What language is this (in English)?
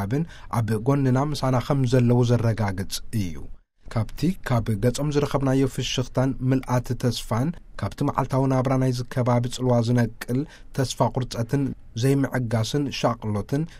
Tigrinya